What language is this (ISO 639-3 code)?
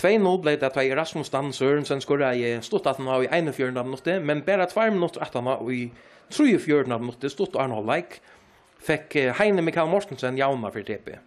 fao